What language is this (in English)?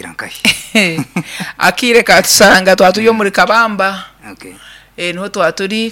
Nyankole